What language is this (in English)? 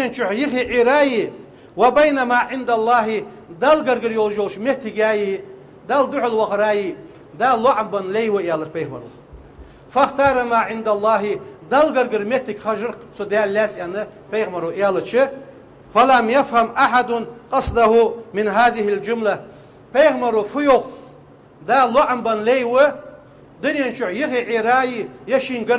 Ingush